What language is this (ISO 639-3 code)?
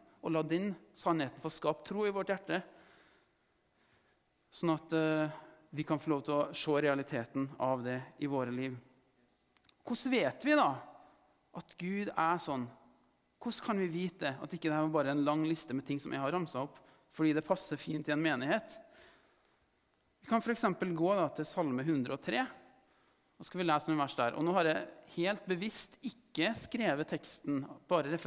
nor